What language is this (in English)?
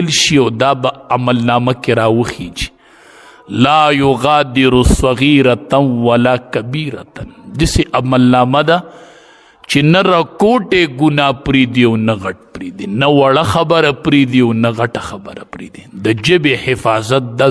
Pashto